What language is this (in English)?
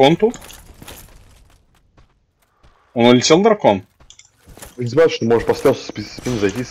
Russian